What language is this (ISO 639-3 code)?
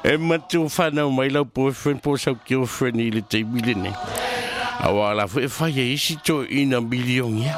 smo